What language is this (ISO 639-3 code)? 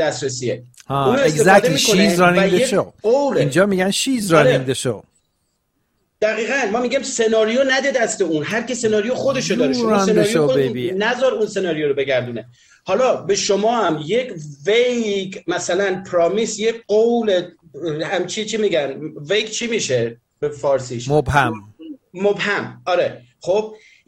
fas